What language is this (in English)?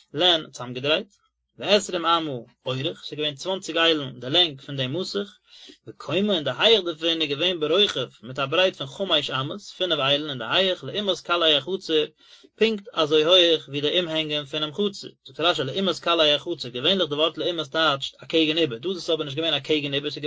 Yiddish